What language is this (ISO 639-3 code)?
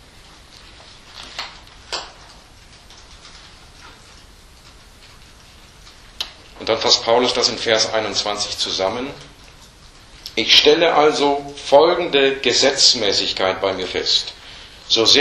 deu